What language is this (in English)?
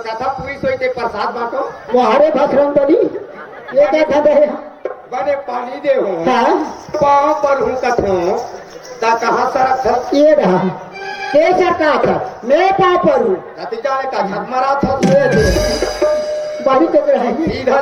Chhattisgarhi